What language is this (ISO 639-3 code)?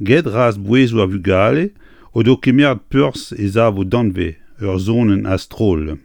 bre